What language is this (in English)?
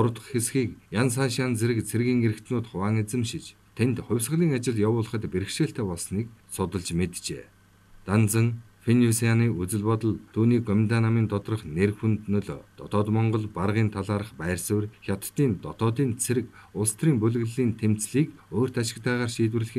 Mongolian